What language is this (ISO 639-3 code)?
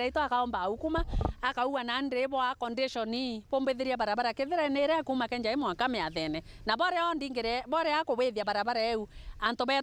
mer